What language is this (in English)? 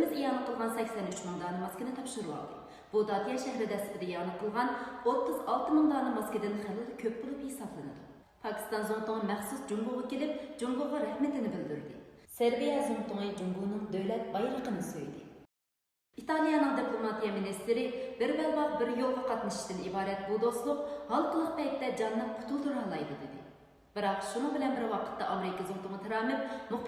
Uyghur